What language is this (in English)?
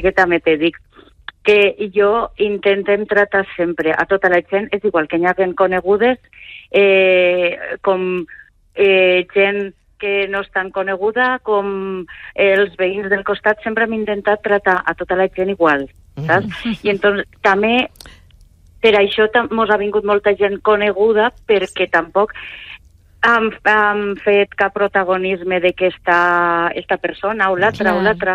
Catalan